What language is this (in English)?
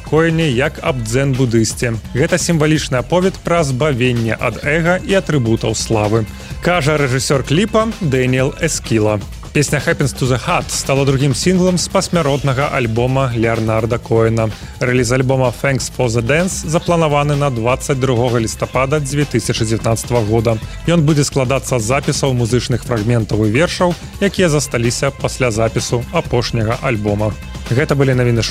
Belarusian